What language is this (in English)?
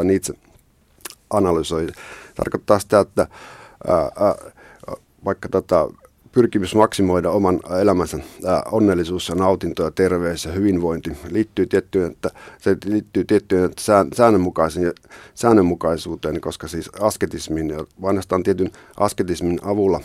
Finnish